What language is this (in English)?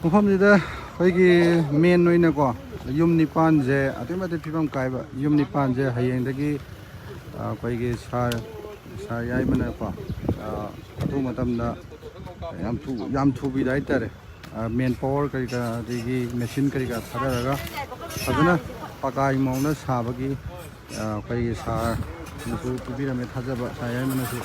Manipuri